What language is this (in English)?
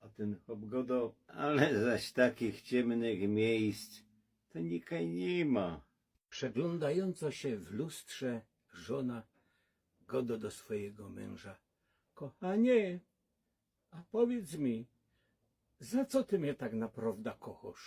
Silesian